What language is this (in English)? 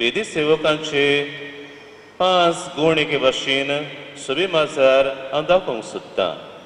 Konkani